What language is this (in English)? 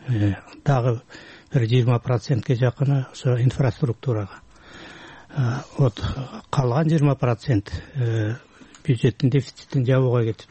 Kyrgyz